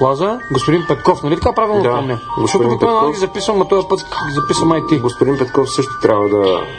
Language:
Bulgarian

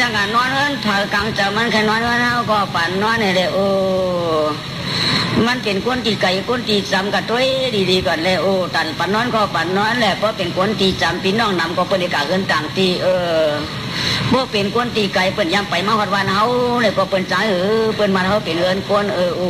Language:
Shan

